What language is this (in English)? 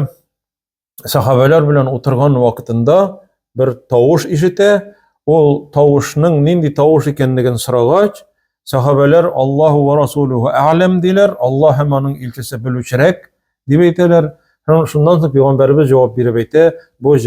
Tatar